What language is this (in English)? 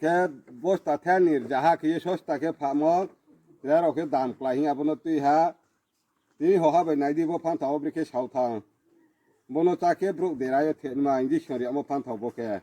Riang (India)